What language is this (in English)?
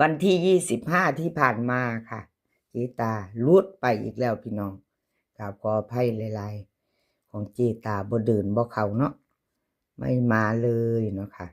Lao